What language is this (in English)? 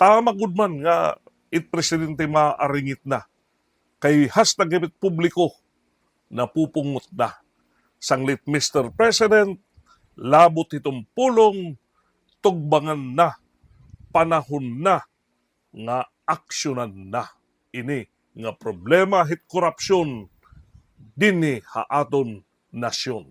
Waray